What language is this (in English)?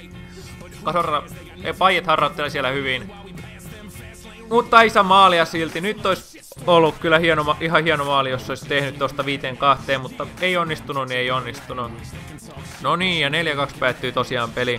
Finnish